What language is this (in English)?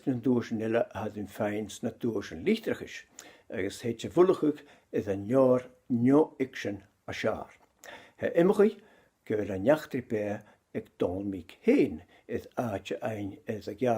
Scottish Gaelic